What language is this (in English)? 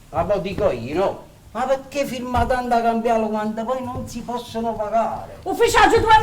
Neapolitan